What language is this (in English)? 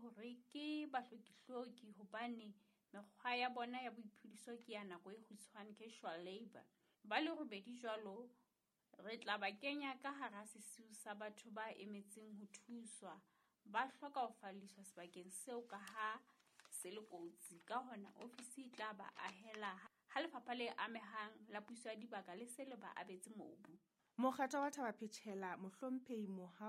Southern Sotho